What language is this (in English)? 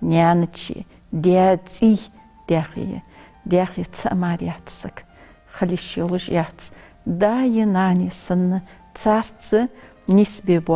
Ingush